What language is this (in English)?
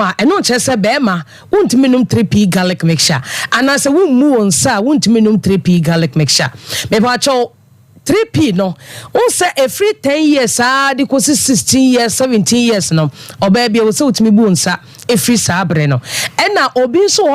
Akan